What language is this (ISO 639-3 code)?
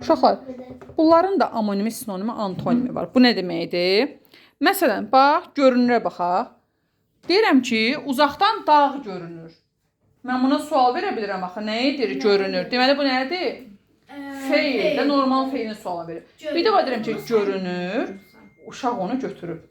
aze